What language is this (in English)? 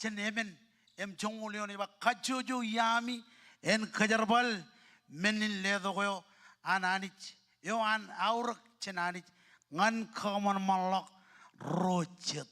Marshallese